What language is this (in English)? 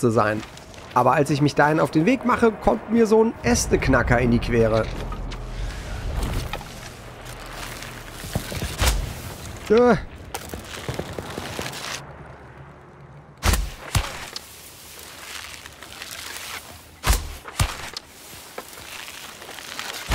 German